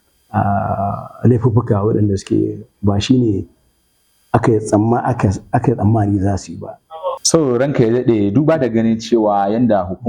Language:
Hausa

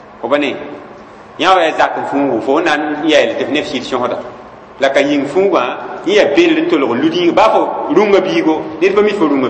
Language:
Mossi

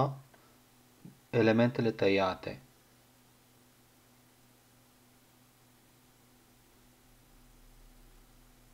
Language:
Romanian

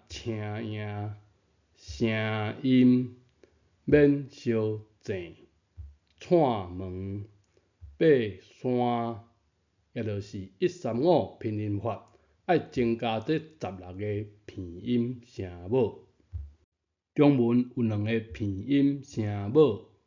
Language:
Min Nan Chinese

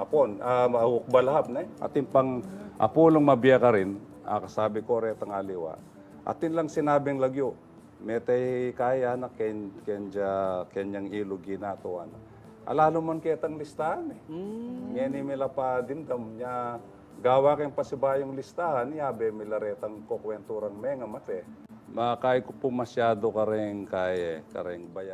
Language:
Pampanga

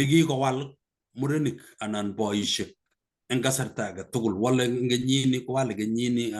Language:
Kalenjin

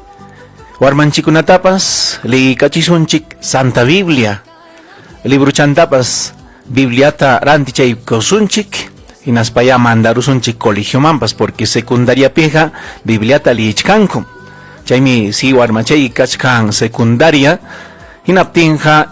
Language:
Ayacucho Quechua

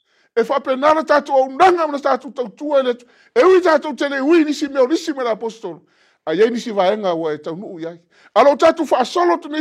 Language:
Samoan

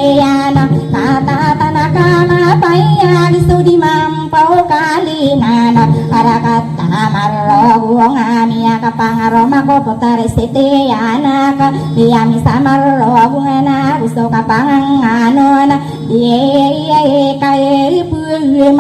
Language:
Maranao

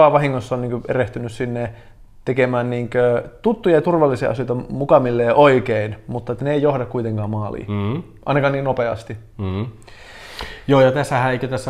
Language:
Finnish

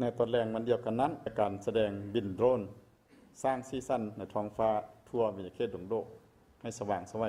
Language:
Lao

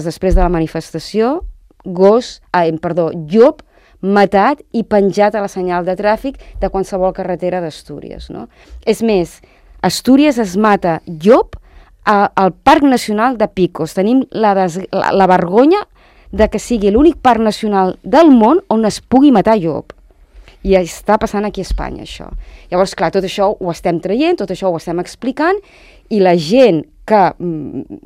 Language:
Catalan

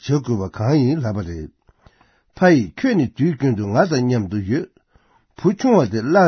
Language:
Tibetan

